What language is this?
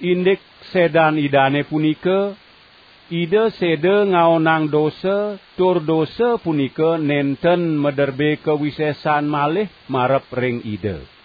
Balinese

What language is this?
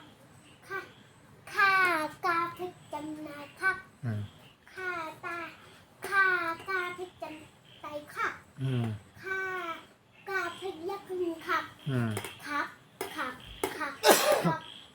Shan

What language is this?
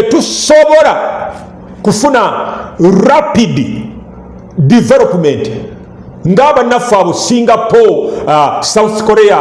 Ganda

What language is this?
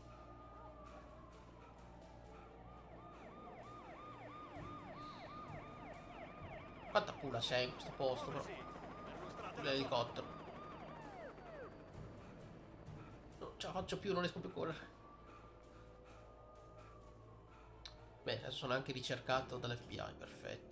Italian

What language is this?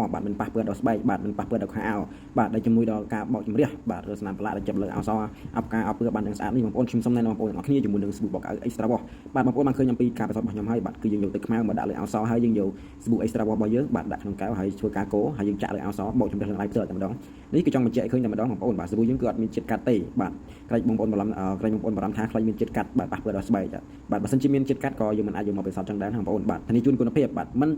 Khmer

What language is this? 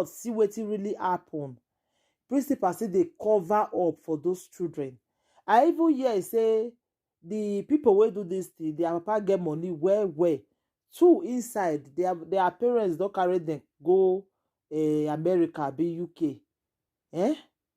Nigerian Pidgin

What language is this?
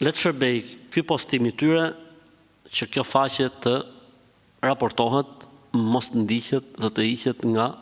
Albanian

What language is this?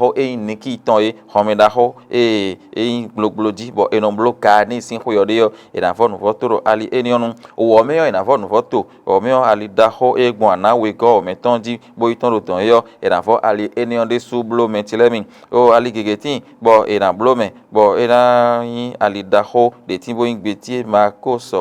Fon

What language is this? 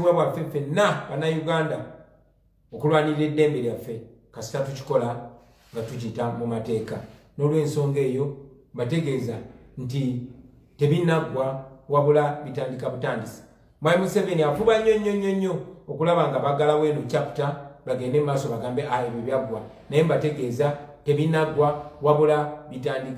Ganda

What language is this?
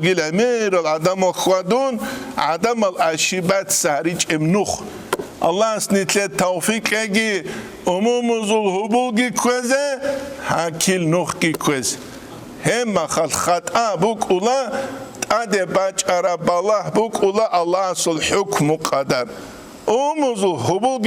Avaric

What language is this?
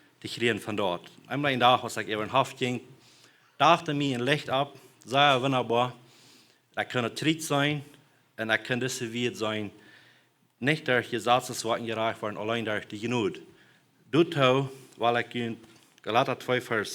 Plautdietsch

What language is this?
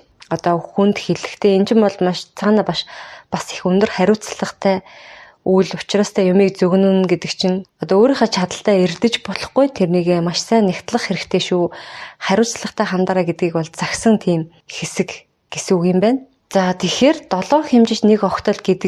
Mongolian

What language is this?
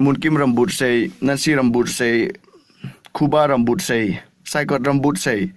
Hmar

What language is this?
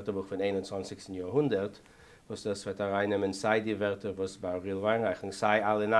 Yiddish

